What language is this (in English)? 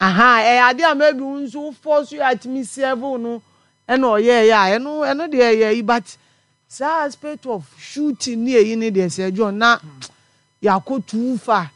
Akan